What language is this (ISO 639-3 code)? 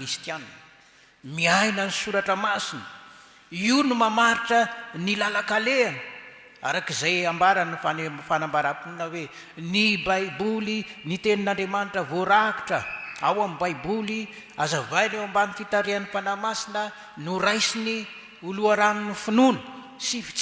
mlg